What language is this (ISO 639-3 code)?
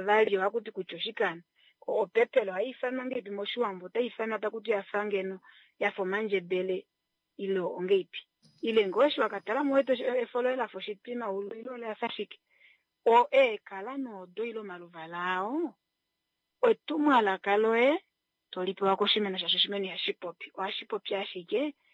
kua